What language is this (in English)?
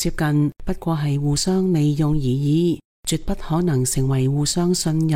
Cantonese